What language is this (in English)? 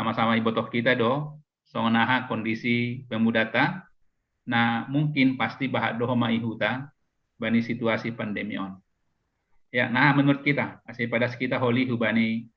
Batak Simalungun